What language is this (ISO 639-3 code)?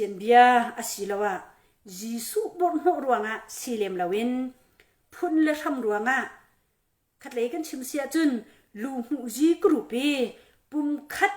cnh